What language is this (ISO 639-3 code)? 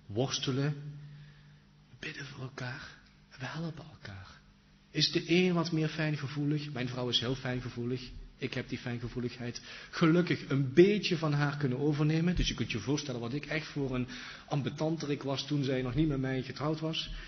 nld